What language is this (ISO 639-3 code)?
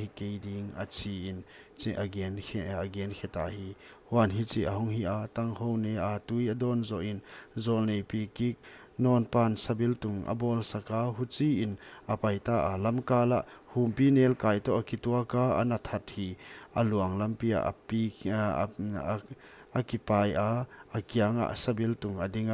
pck